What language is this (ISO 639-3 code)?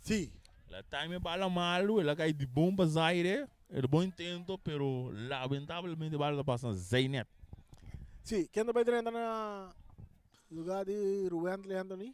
pap